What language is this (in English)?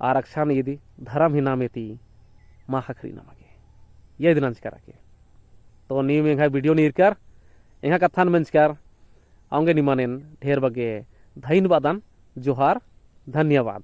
Kurukh